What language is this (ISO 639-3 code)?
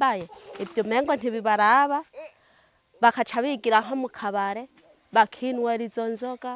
run